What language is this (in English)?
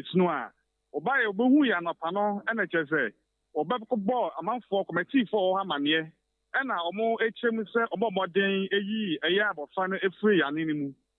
Akan